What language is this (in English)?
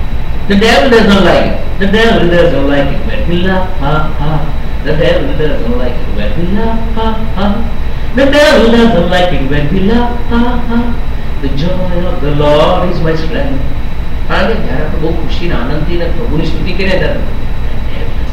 Gujarati